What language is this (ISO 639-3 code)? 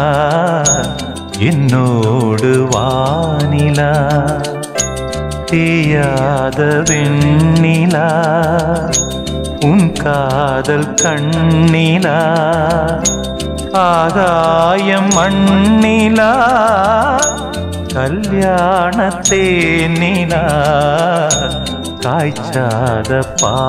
tam